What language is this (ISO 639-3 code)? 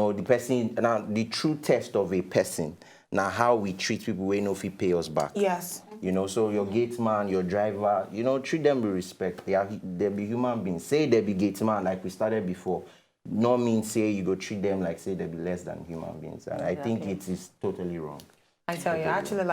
pcm